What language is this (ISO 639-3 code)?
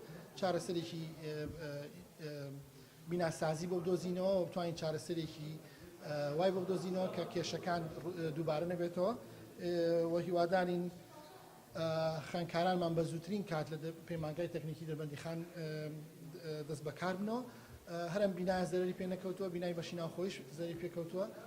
ckb